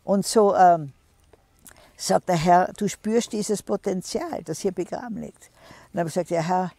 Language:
German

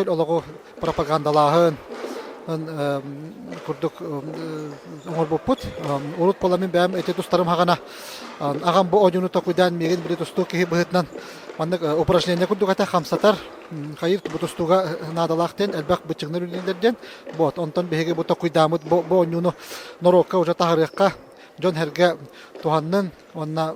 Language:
Yakut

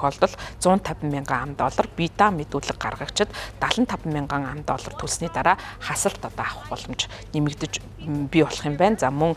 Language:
Mongolian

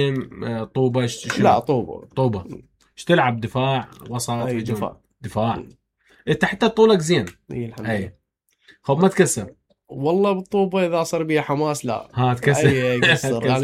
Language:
Mesopotamian Arabic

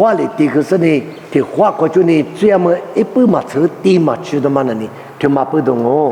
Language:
Lisu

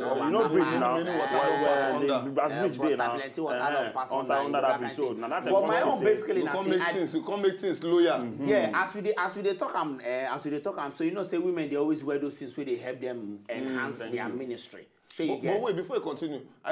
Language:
Nigerian Pidgin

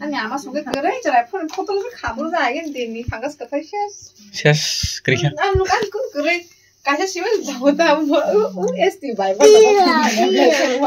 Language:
Kok Borok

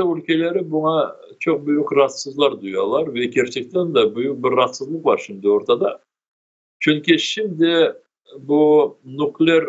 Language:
Crimean Tatar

